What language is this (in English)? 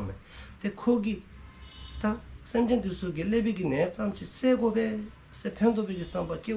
Dzongkha